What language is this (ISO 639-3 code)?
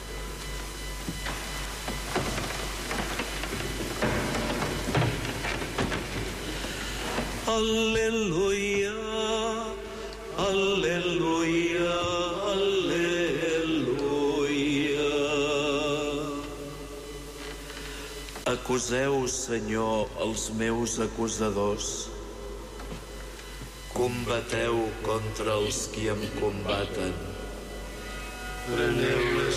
cat